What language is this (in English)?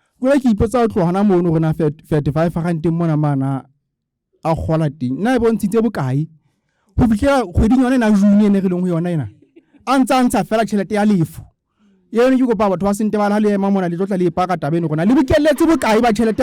Southern Sotho